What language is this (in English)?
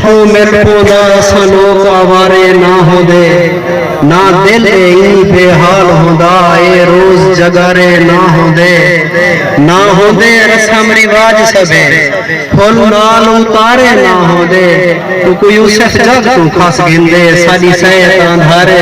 Saraiki